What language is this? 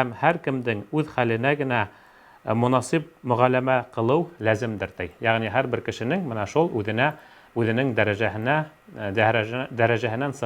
Bashkir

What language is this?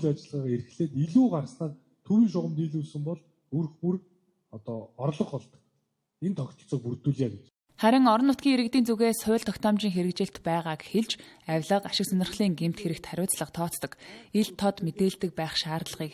Mongolian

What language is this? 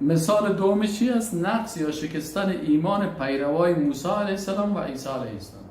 Persian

